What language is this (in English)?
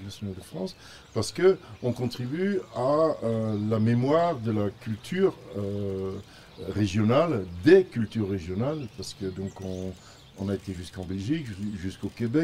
French